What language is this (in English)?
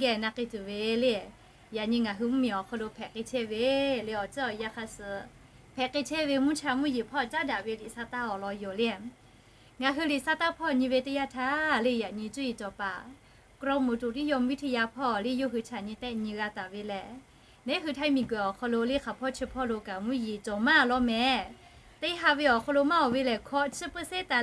Lahu